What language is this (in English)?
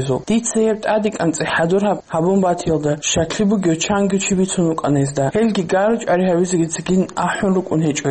Avaric